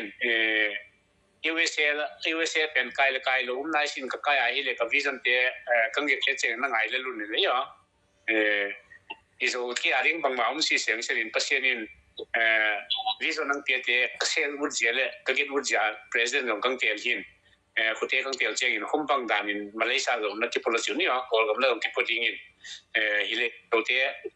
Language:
Tedim Chin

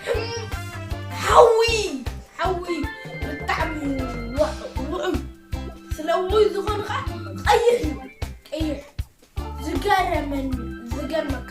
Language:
Tigrinya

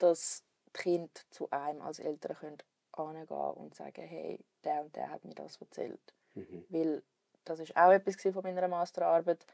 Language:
Swiss German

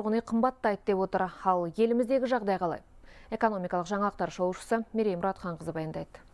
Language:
Kazakh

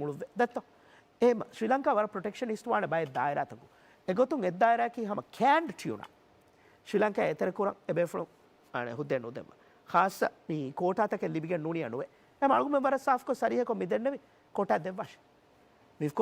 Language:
Divehi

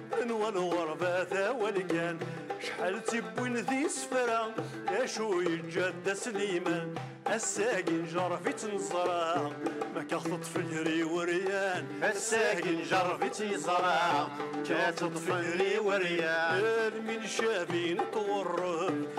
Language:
Kabyle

